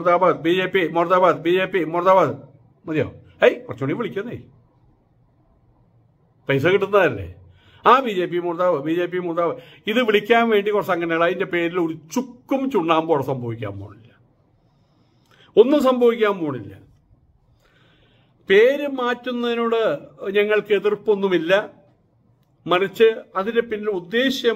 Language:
Malayalam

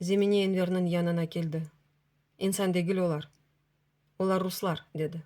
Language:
Crimean Tatar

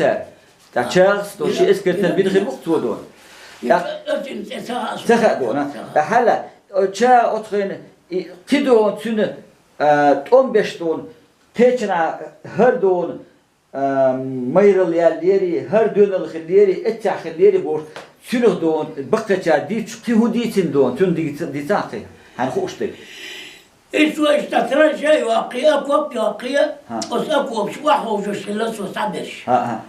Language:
Chechen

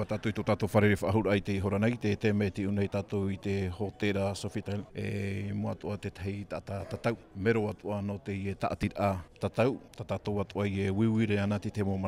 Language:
Tahitian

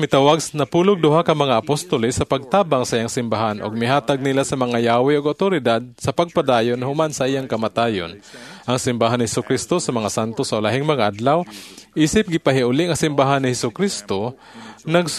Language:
Cebuano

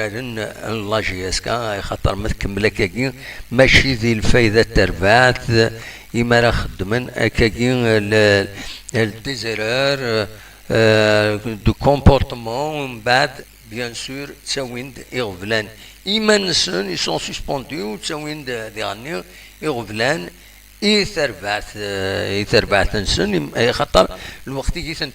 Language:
Kabyle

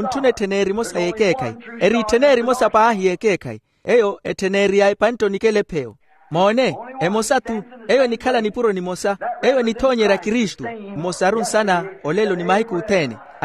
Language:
Makhuwa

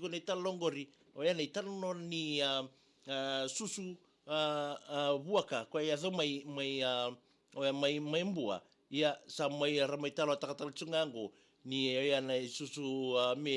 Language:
Fijian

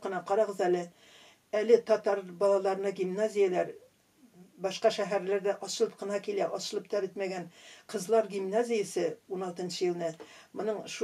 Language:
Tatar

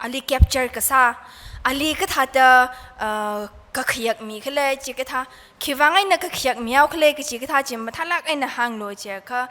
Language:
Tangkhul Naga (India)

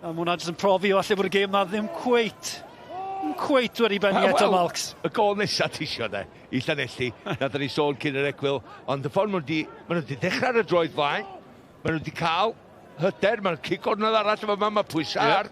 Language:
Welsh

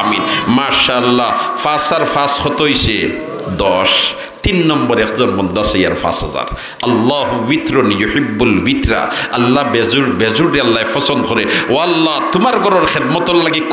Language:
Sylheti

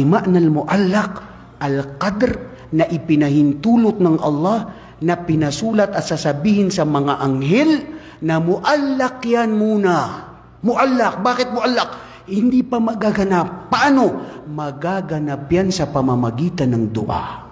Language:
Maranao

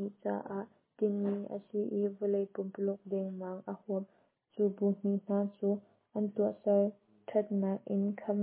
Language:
Hakha Chin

